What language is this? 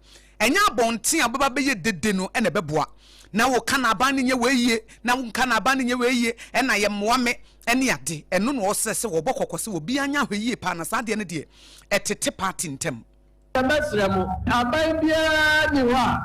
Akan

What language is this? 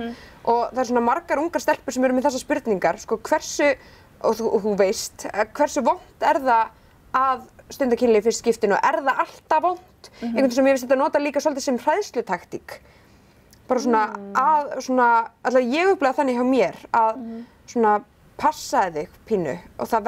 Icelandic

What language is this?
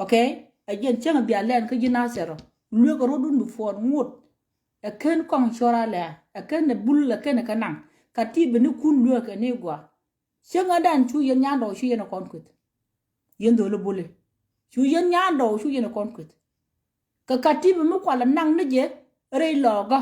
Nuer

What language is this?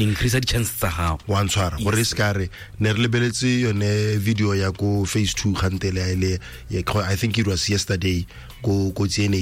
Tswana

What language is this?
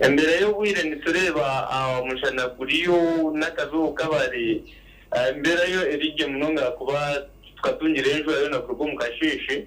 Nyankole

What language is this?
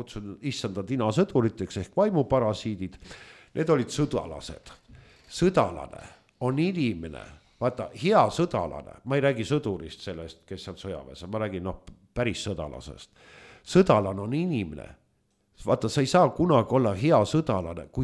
Estonian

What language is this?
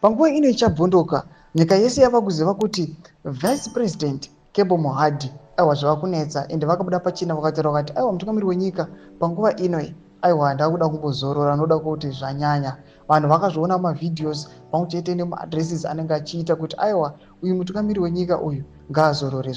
Shona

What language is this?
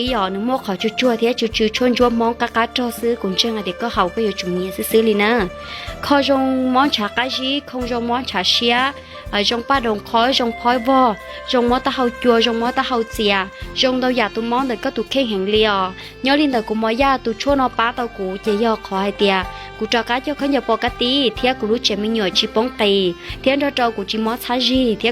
Hmong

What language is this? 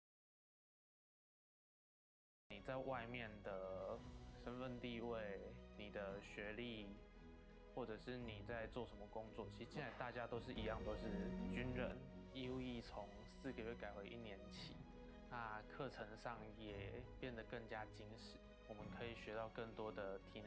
Chinese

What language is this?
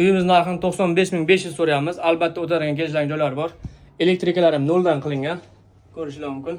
Uzbek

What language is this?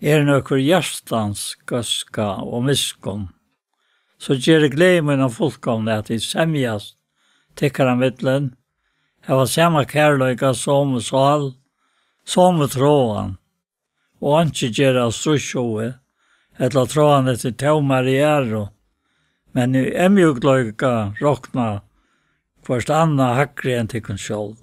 Faroese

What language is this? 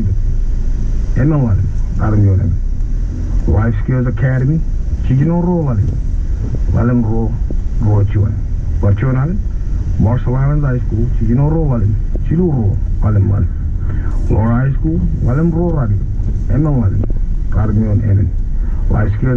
Marshallese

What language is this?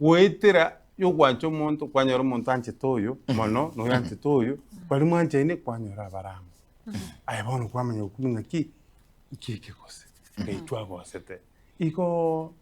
Gusii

